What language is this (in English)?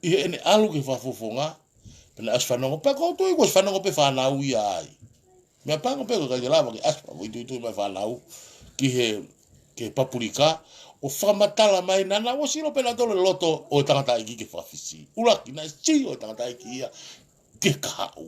Tongan